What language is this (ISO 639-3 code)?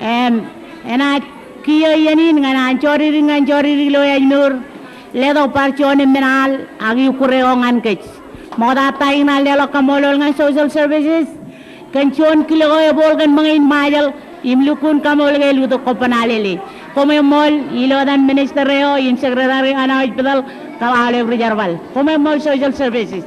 mah